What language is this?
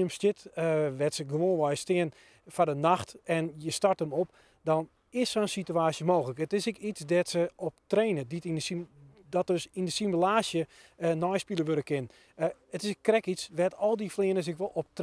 Western Frisian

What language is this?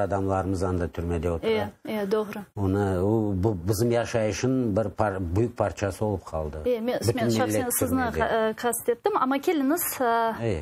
Crimean Tatar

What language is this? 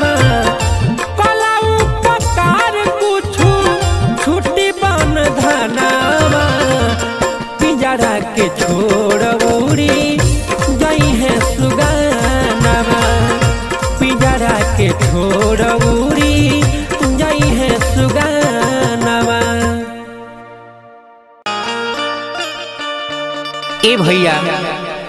Bhojpuri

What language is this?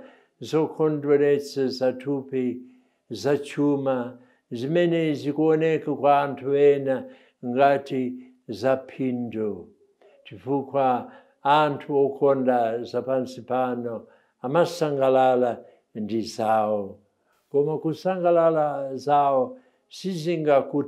Nyanja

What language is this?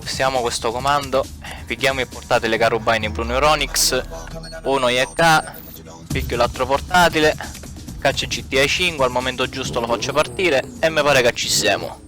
Sicilian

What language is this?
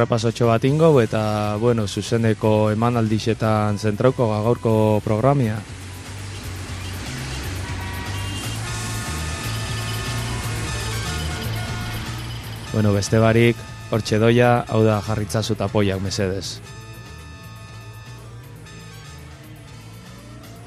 Basque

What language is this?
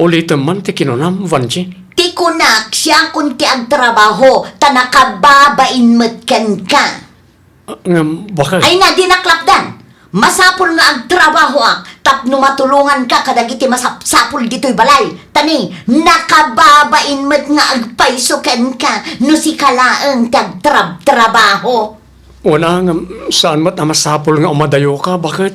Iloko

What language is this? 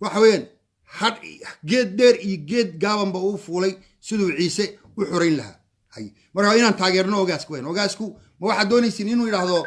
Somali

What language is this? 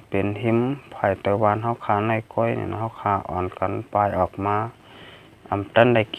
Shan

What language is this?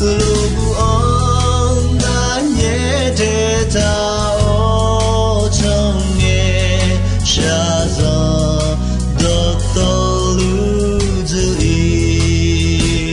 Akha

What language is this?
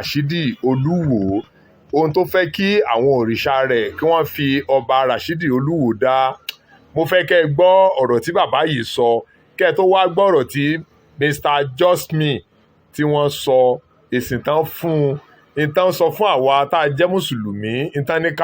Yoruba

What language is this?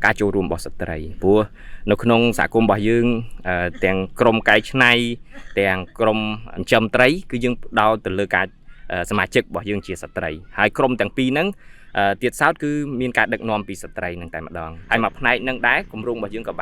Khmer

